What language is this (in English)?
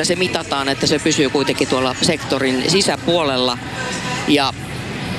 Finnish